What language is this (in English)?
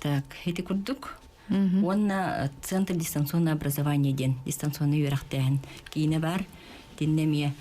Yakut